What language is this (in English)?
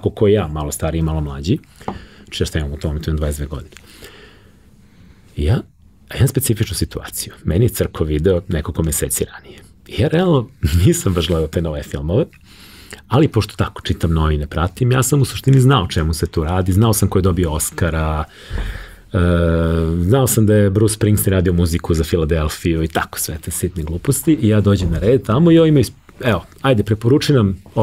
Serbian